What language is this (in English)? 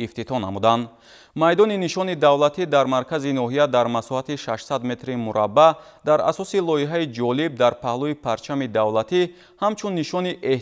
Tajik